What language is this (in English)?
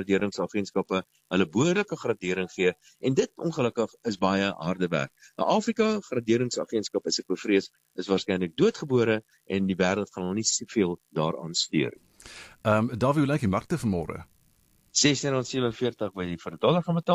Afrikaans